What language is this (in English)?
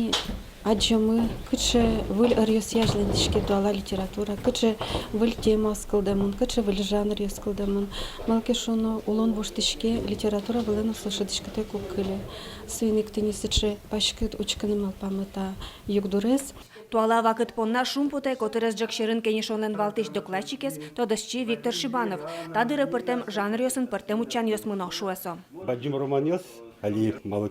Udmurt